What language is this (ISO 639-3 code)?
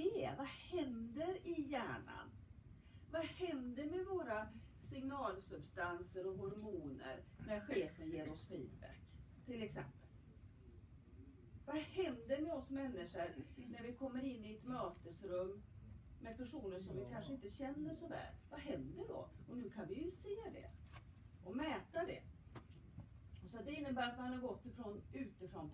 swe